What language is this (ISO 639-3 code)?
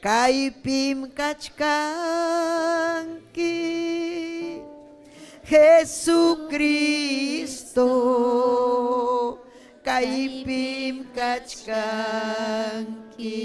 quy